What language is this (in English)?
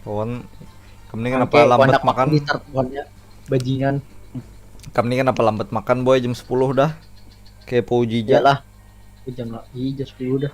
Banjar